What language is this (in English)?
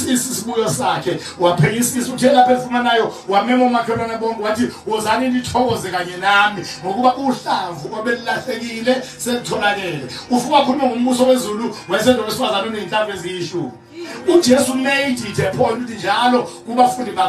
Zulu